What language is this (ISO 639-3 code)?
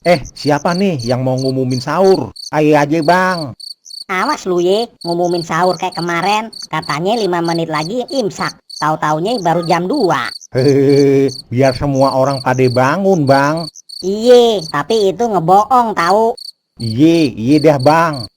bew